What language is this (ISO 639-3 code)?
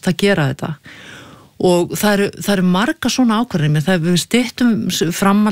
isl